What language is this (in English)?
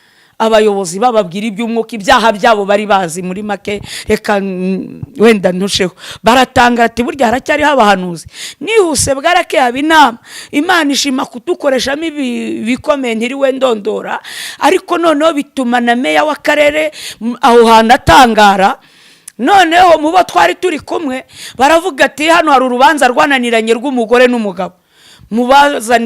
Kinyarwanda